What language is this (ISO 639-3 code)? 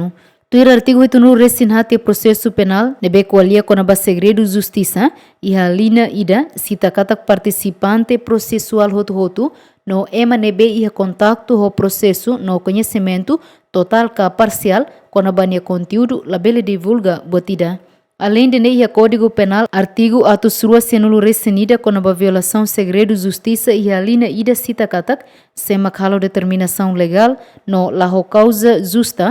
tet